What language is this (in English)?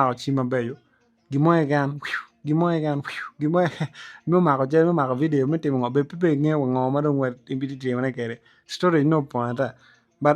Acoli